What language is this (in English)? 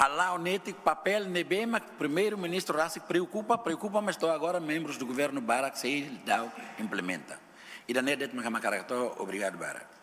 Tetum